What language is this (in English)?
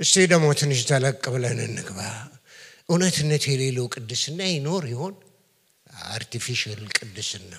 Amharic